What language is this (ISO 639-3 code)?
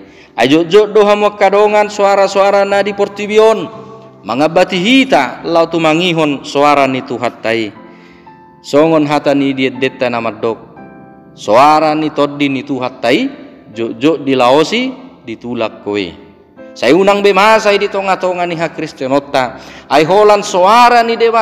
bbc